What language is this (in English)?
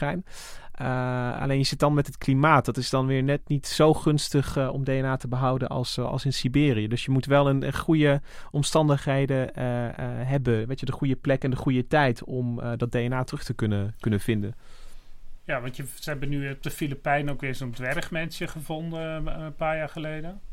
Dutch